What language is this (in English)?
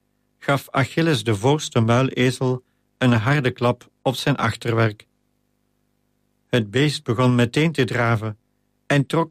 Dutch